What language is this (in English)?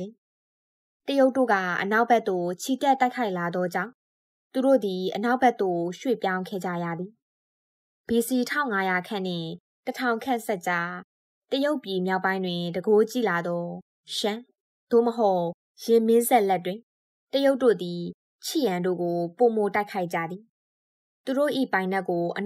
Burmese